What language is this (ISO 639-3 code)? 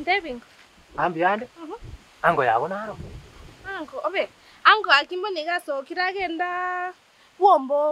guz